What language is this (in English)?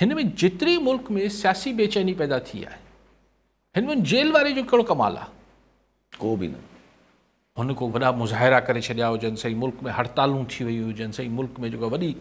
Sindhi